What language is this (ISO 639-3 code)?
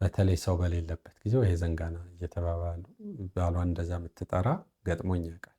amh